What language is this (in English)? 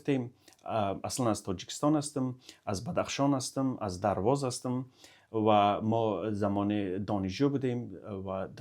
Tajik